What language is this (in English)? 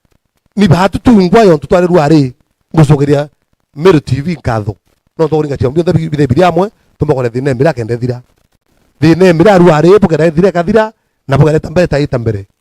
Meru